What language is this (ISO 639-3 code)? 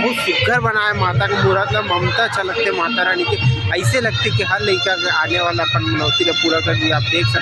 hne